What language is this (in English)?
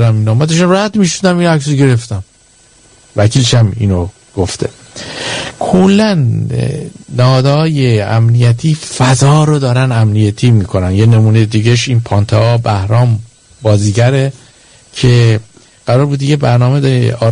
Persian